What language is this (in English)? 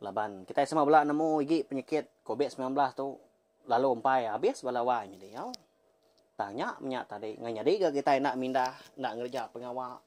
Iban